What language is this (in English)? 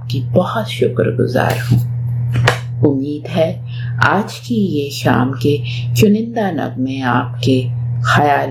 Urdu